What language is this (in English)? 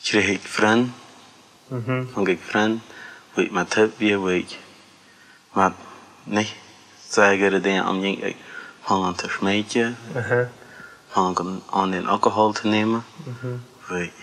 Plautdietsch